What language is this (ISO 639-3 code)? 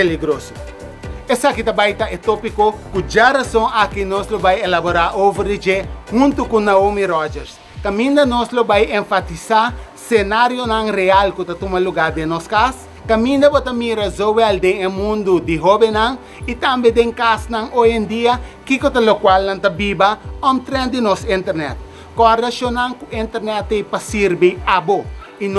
pap